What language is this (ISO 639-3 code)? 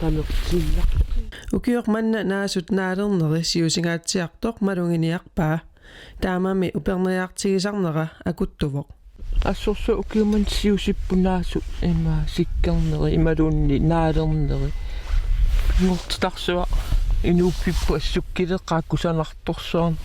kal